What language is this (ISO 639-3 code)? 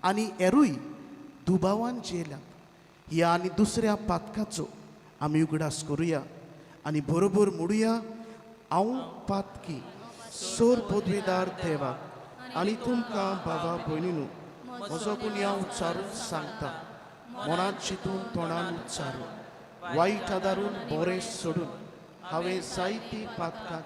kok